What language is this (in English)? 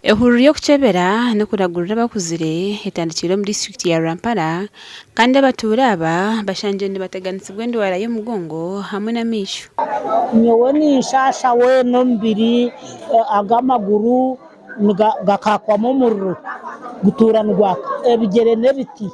Nyankole